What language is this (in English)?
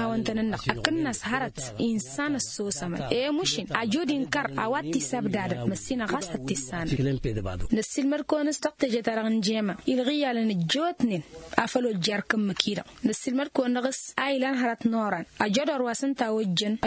Tamasheq